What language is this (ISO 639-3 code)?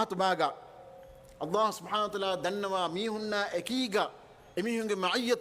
div